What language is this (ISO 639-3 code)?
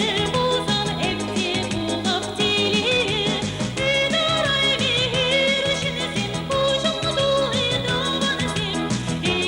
chv